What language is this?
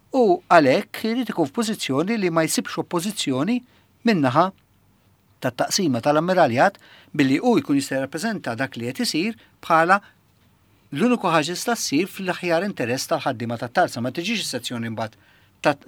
Maltese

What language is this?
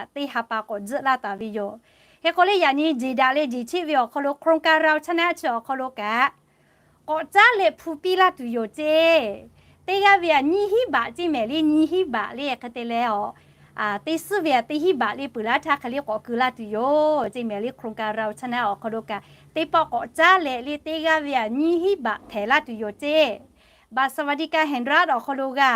Lahu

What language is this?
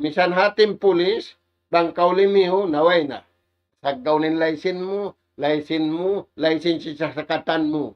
Tausug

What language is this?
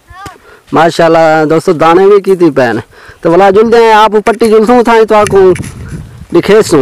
Saraiki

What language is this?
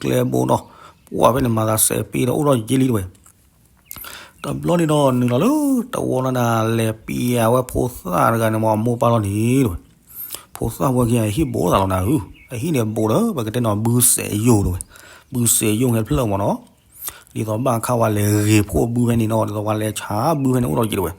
S'gaw Karen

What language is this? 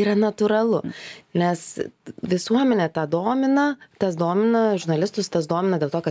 Lithuanian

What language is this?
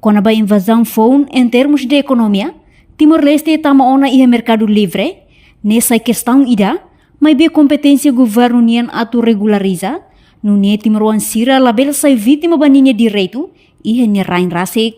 Tetum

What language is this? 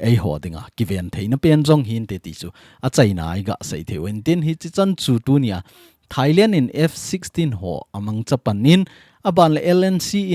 Thado Chin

